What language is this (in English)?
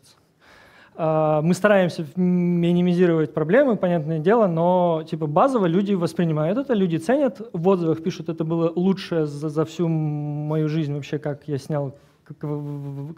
Russian